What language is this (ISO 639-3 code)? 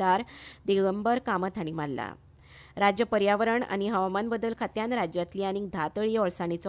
kok